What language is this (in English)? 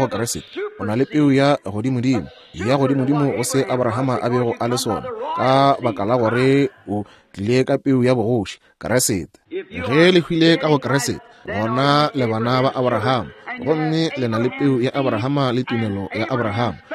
Northern Sotho